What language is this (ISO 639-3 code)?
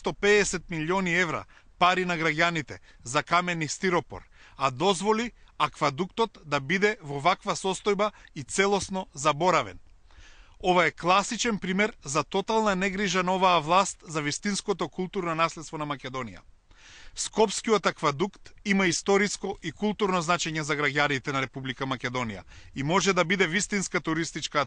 mkd